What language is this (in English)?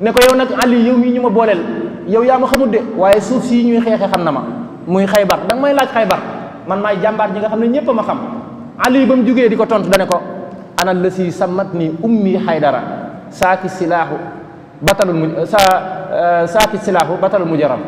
Wolof